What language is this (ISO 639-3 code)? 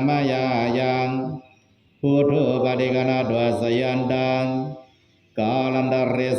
pli